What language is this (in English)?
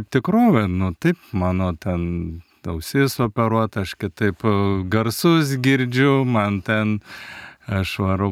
Lithuanian